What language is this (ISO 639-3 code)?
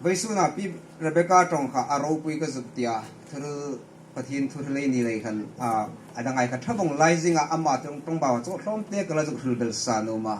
hmr